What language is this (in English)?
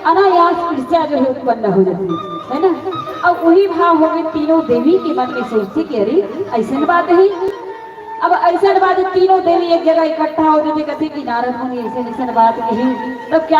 Chhattisgarhi